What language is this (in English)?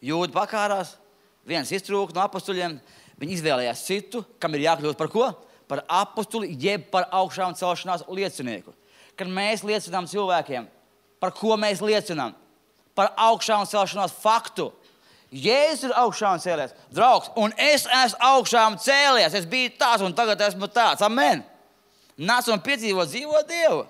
Latvian